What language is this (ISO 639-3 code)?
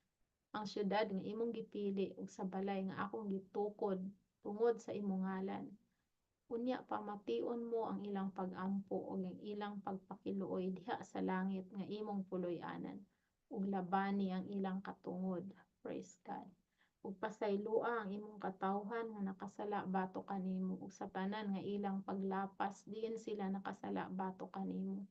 ceb